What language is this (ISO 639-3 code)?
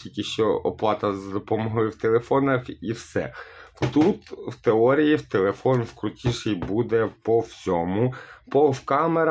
ukr